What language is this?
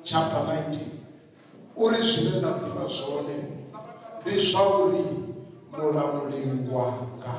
Venda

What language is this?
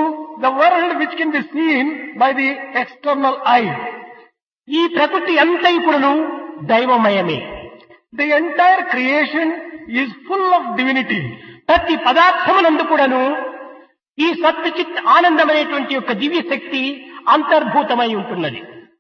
Telugu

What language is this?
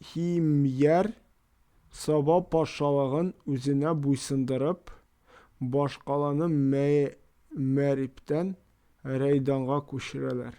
Tatar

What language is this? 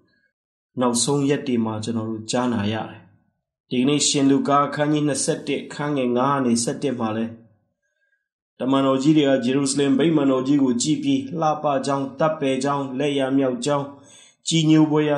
Burmese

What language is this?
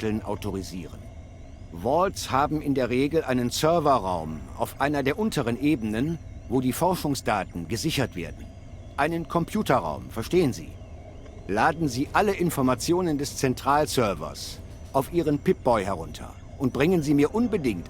Bavarian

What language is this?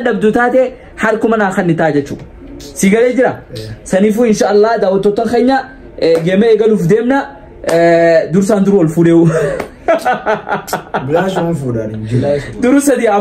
Oromo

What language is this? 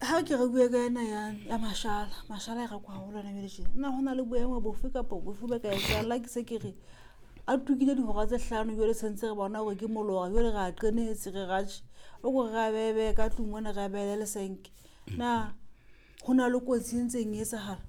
Southern Sotho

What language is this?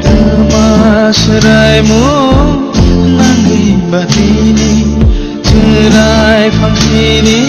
Kok Borok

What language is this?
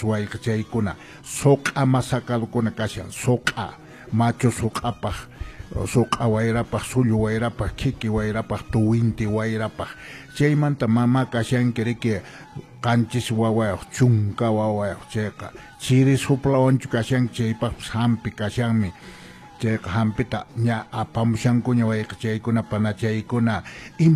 Quechua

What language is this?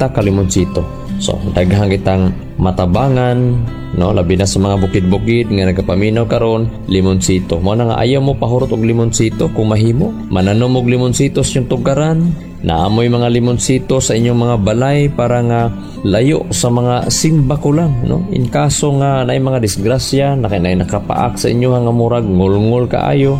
Cebuano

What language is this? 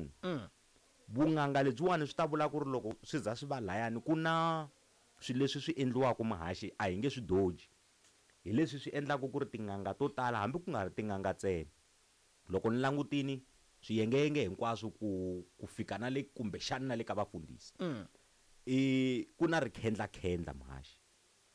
Tsonga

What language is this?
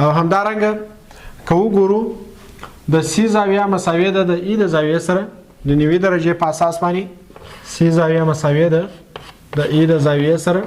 Pashto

